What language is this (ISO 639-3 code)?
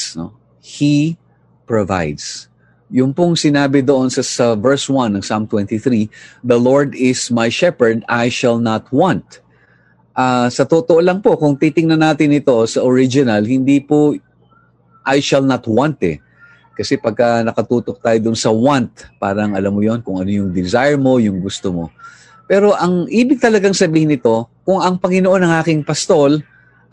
fil